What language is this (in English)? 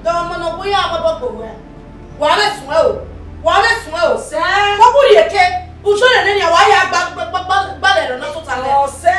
Bini